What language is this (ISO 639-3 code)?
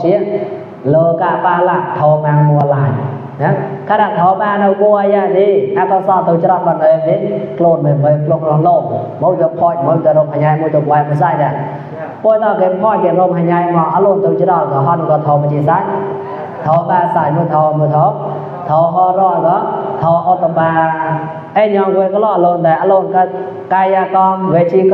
mnw